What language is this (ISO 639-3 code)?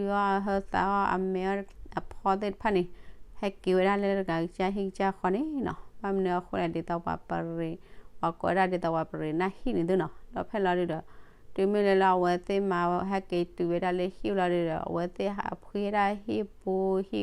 ksw